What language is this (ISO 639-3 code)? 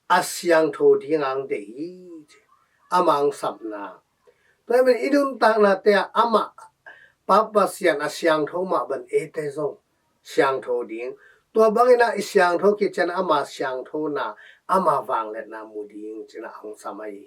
ctd